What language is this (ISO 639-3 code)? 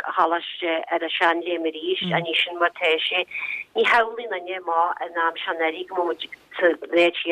gle